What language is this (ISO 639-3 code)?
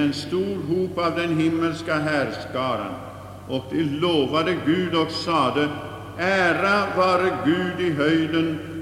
swe